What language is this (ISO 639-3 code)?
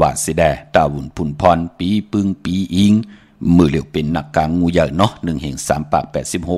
shn